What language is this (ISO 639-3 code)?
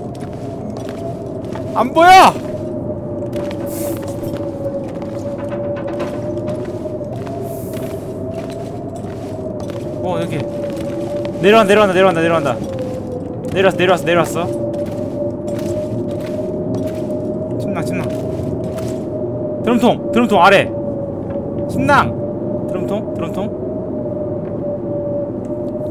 kor